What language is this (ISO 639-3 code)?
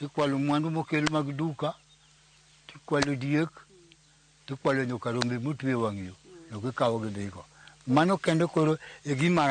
luo